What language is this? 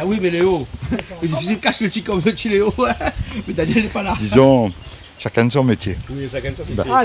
Réunion Creole French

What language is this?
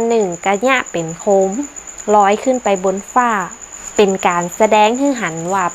Northern Thai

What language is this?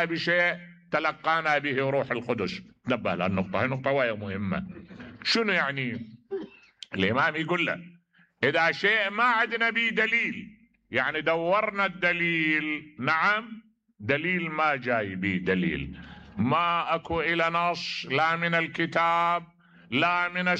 Mesopotamian Arabic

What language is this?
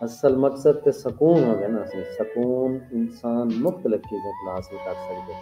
Saraiki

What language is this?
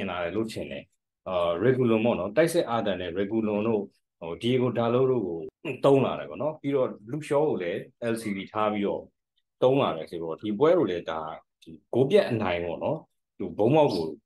Burmese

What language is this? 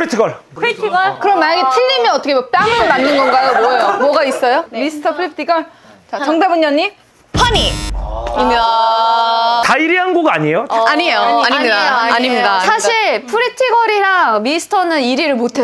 Korean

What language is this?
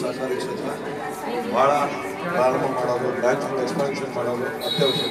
Kannada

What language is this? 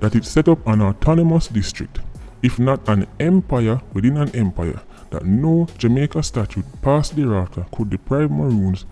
Jamaican Creole English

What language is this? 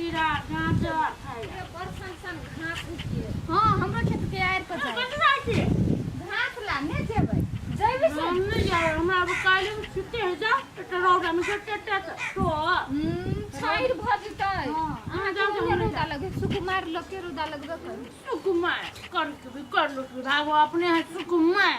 Maithili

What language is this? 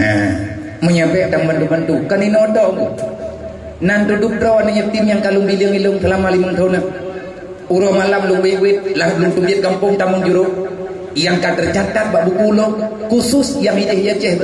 Achinese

